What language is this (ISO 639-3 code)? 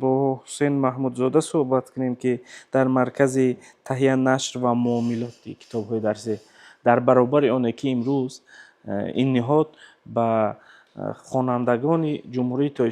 tgk